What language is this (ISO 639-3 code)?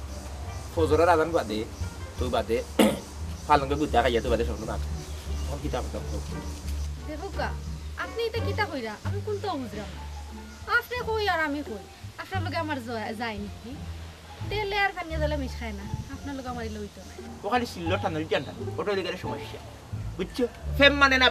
syl